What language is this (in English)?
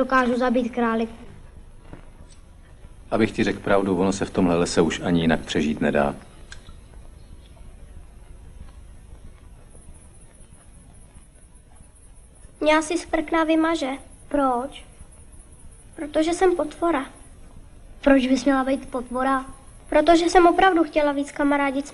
Czech